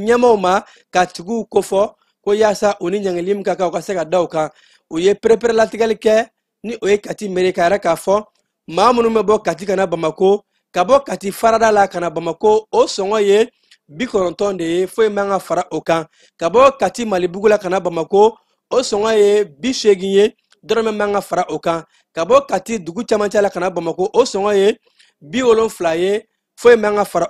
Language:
Bambara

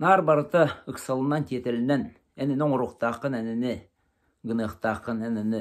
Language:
Yakut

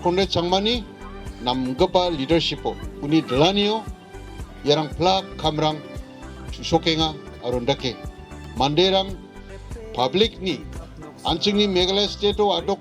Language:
Garo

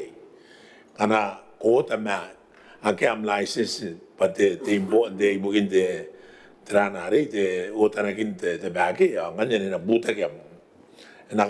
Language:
Gilbertese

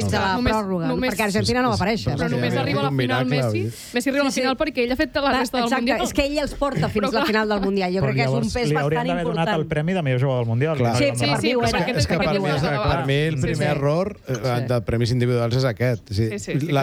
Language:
Catalan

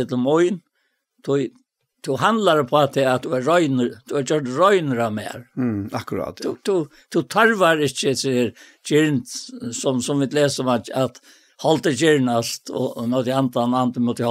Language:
Faroese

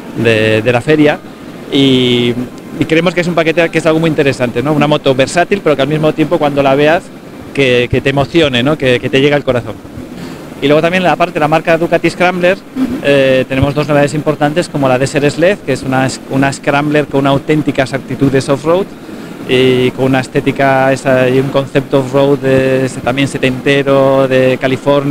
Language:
Spanish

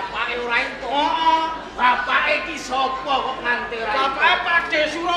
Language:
Javanese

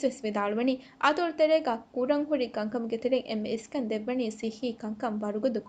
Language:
Divehi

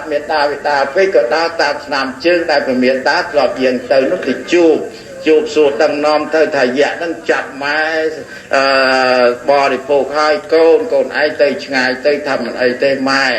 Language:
Khmer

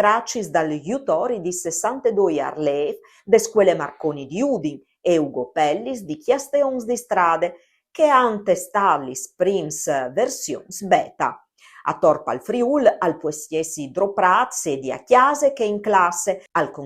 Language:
Friulian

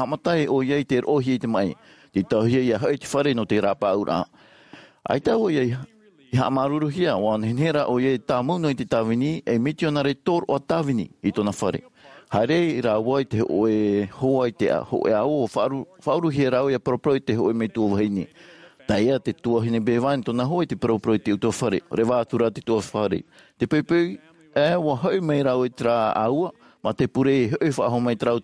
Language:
Tahitian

